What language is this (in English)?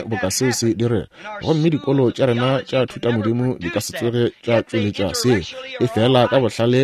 Northern Sotho